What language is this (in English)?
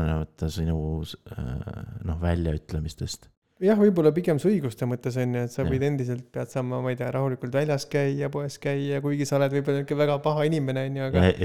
Estonian